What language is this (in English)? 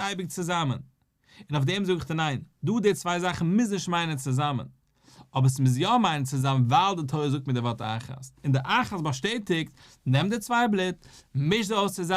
Yiddish